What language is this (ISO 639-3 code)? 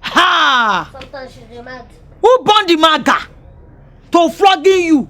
pcm